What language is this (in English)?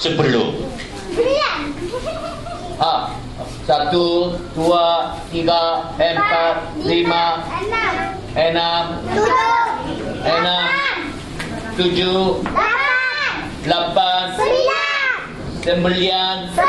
Malay